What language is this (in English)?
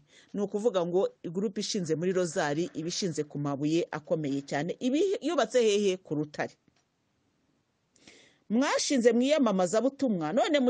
Kinyarwanda